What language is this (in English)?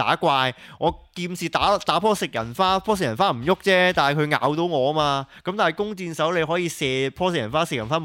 Cantonese